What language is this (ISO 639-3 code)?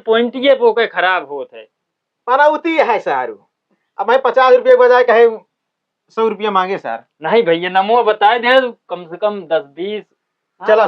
awa